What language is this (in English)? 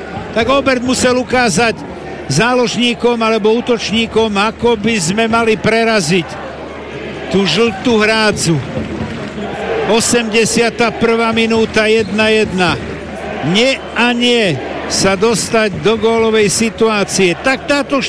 Slovak